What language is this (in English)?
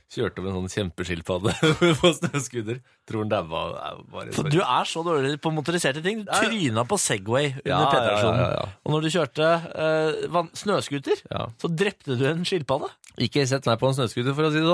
Norwegian